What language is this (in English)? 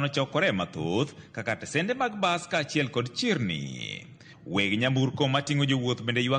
Luo (Kenya and Tanzania)